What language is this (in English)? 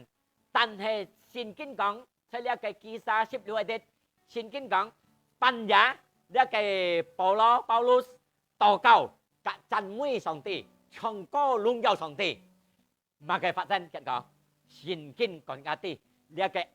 Hakka Chinese